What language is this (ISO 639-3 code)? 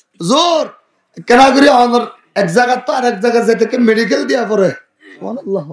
rhg